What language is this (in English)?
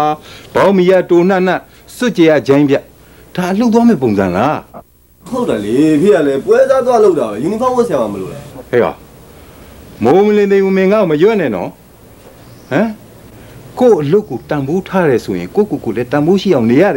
Burmese